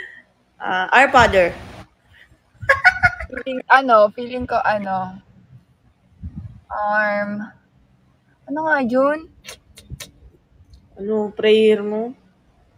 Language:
Filipino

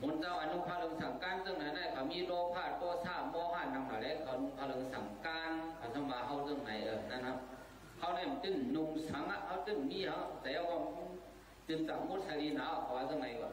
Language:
Shan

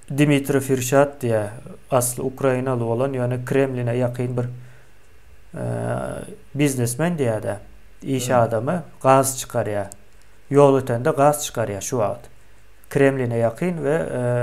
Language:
Turkmen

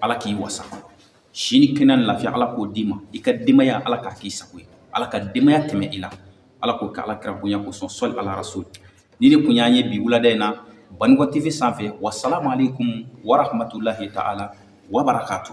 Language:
Bambara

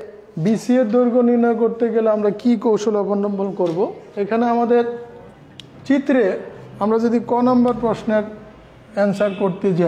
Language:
Bangla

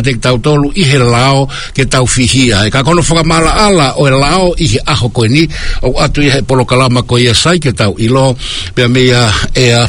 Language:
Tongan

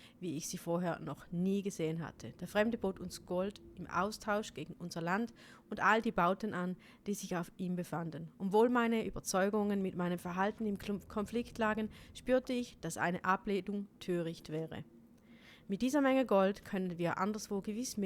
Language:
Swiss German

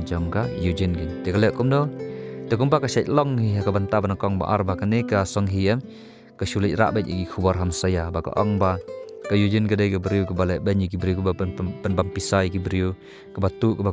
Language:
Khasi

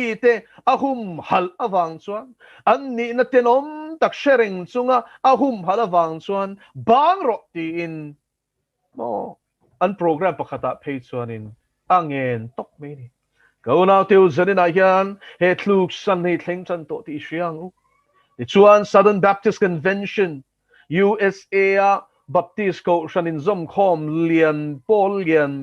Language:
Mizo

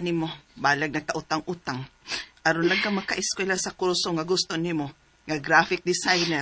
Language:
Cebuano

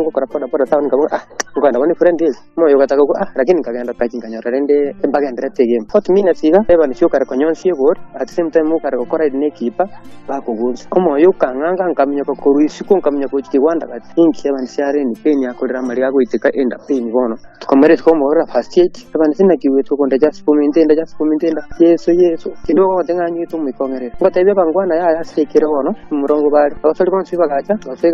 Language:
Gusii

